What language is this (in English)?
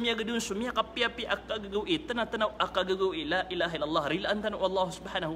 Maranao